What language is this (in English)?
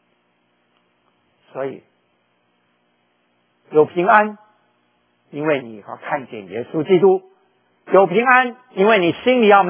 Chinese